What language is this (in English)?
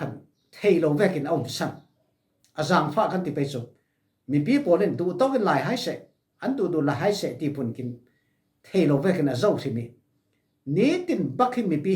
Falam Chin